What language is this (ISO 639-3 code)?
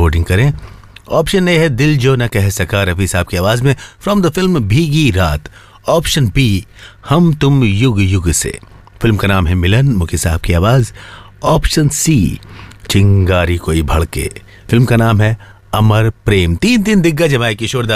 hin